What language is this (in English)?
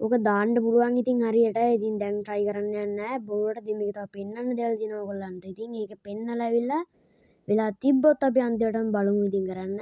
Sinhala